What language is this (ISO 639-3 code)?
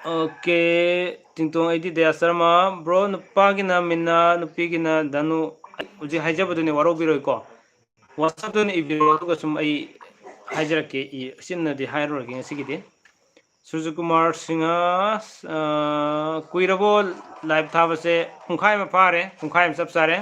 mni